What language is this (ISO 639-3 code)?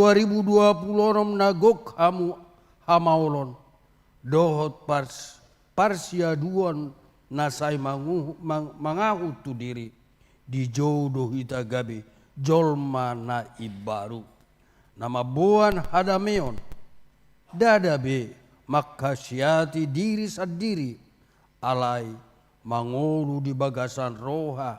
bbc